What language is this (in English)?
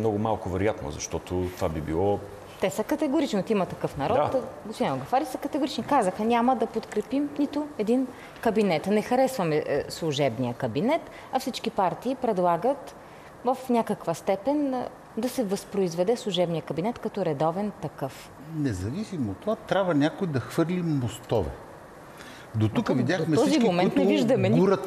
Bulgarian